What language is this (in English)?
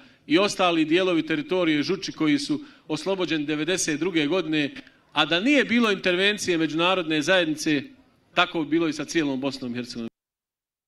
Bosnian